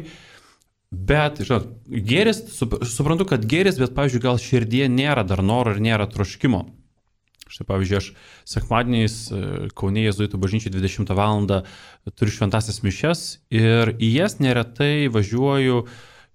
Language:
Lithuanian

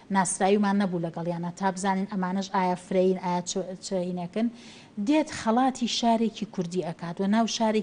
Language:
Central Kurdish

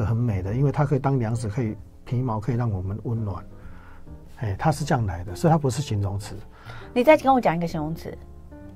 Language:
Chinese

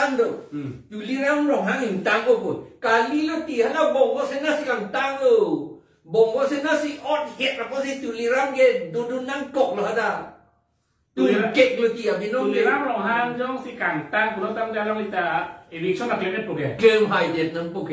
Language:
Karbi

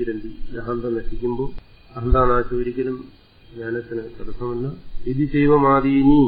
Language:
Malayalam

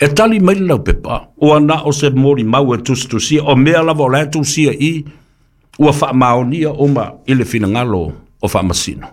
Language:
Samoan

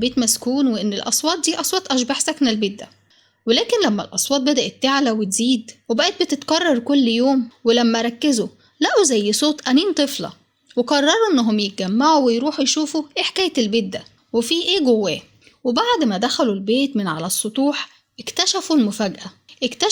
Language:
Egyptian Arabic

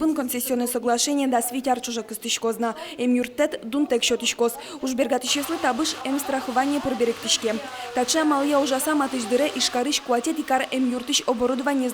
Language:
Udmurt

